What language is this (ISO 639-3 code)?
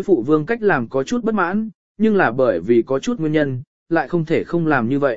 vie